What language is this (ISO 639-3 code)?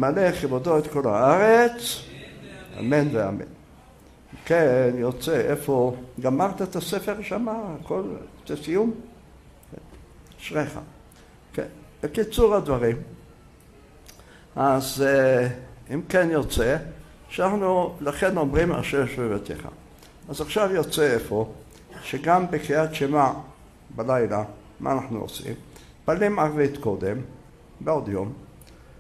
heb